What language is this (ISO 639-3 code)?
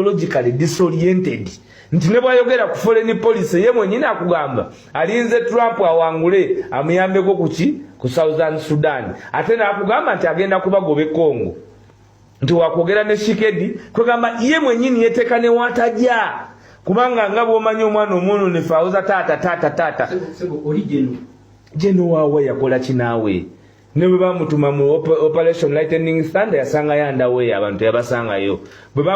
lug